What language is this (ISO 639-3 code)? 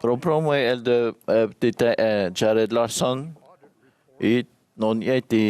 tah